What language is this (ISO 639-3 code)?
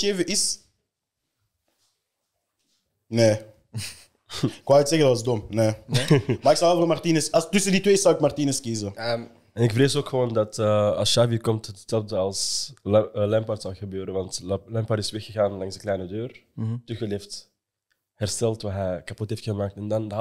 nld